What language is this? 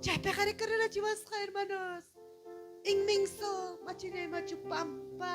Ayacucho Quechua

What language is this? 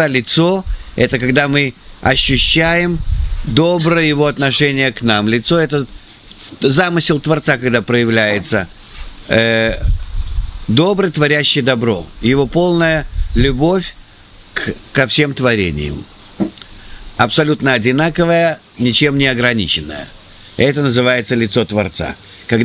Russian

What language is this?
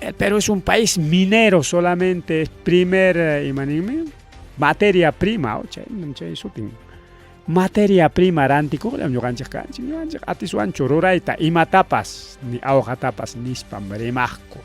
Ayacucho Quechua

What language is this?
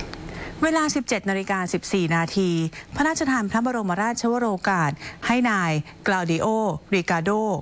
Thai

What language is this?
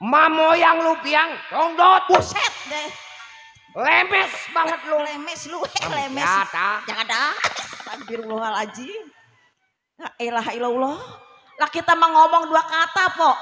Betawi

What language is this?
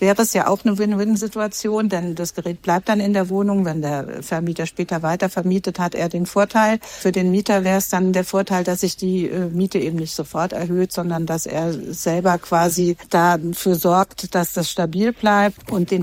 German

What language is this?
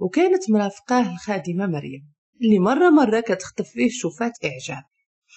Moroccan Arabic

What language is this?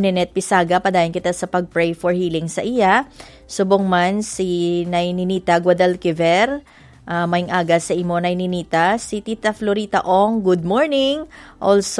Hiligaynon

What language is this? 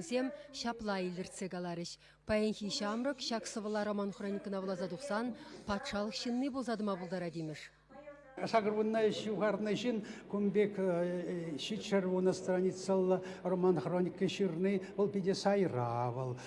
Chuvash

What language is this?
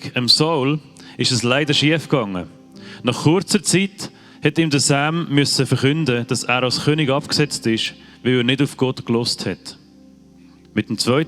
Swiss German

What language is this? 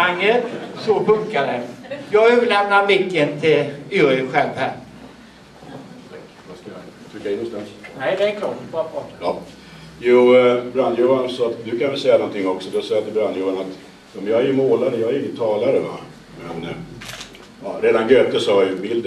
Swedish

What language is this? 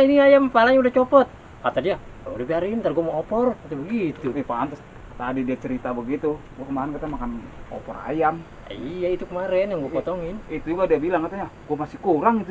Betawi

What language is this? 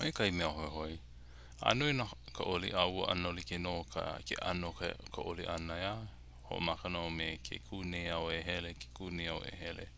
Hawaiian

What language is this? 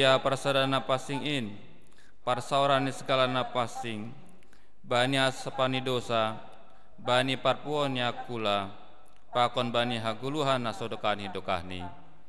Batak Simalungun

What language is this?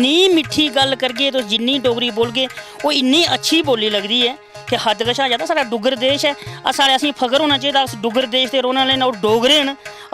Dogri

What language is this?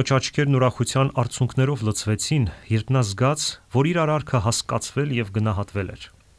Armenian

